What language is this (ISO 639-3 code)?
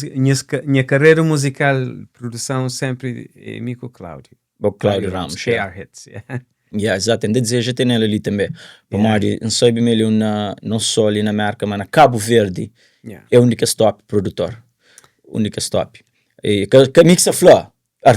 kea